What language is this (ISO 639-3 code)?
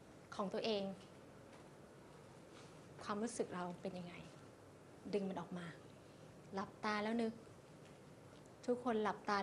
tha